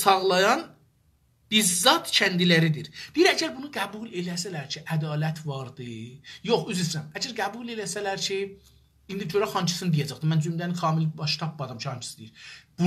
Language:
South Azerbaijani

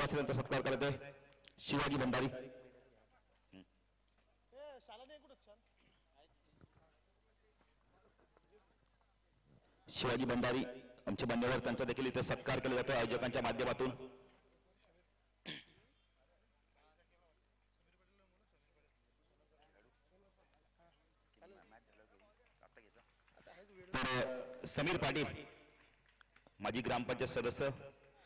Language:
Marathi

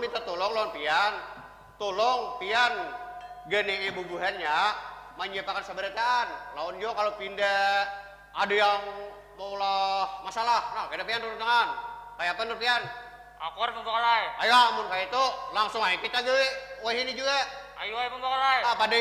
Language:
Banjar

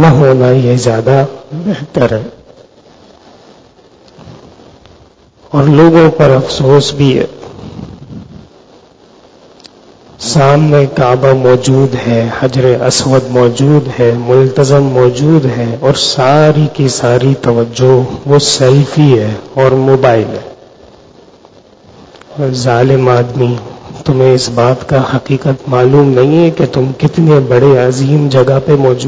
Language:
Urdu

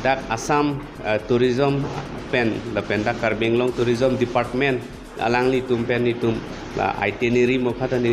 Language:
Karbi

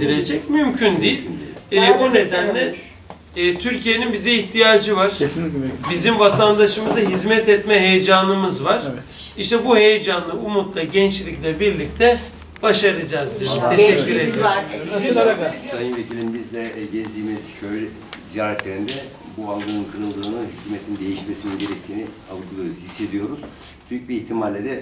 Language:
Turkish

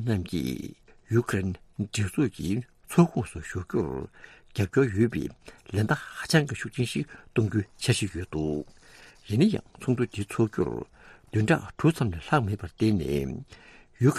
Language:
Tibetan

